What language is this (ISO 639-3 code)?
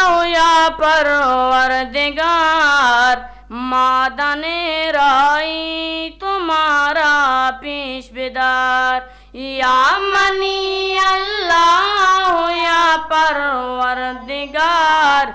bgp